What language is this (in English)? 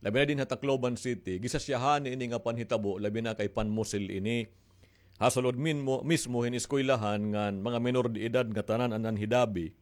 Waray